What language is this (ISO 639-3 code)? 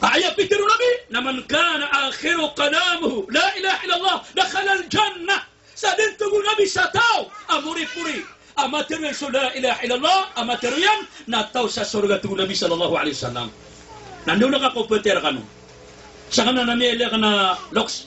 mrw